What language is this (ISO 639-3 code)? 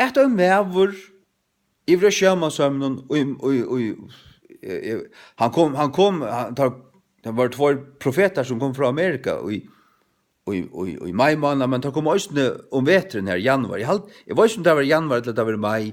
fao